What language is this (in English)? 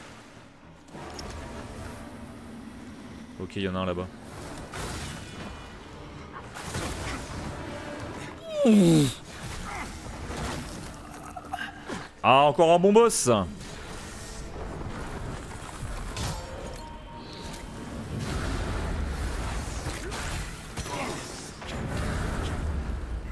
French